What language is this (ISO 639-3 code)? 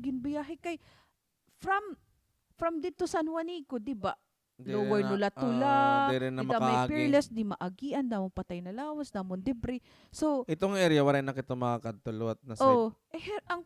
war